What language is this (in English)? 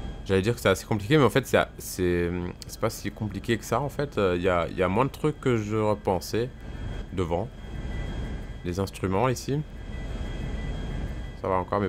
French